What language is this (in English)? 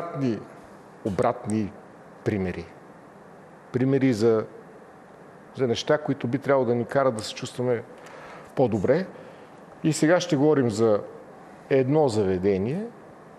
Bulgarian